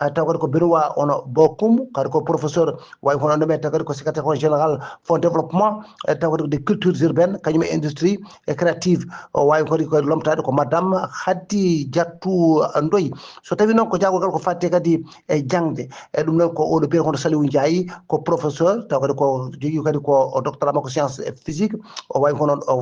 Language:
Fula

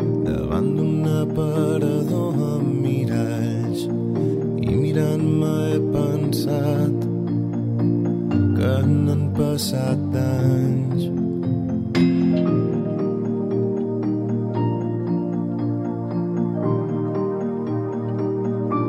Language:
Catalan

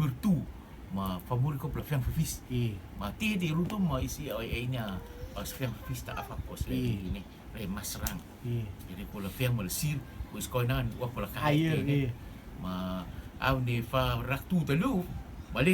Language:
Rotuman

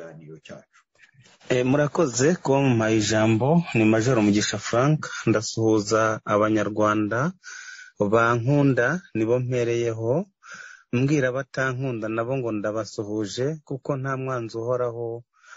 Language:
Kinyarwanda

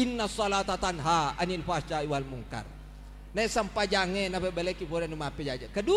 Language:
Buginese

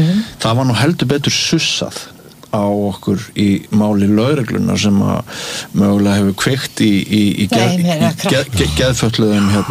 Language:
Icelandic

